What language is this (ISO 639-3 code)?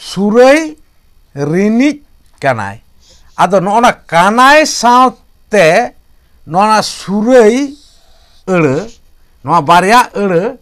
sat